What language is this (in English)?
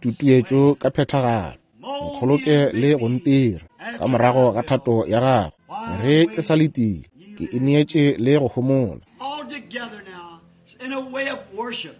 Northern Sotho